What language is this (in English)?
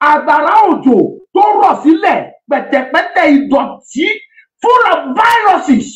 Yoruba